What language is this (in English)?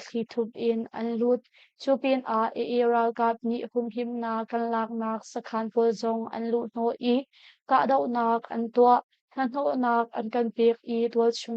Hakha Chin